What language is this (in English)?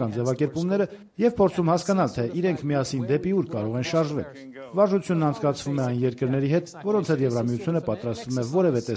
Armenian